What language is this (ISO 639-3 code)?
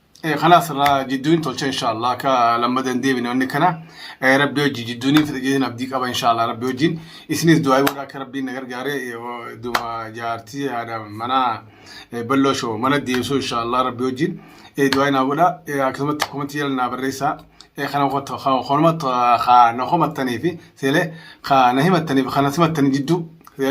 orm